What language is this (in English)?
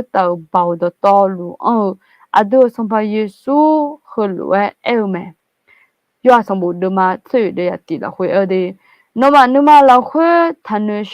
Akha